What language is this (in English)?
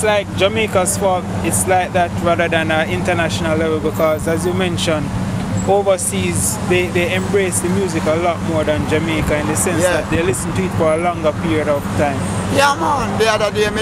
Jamaican Creole English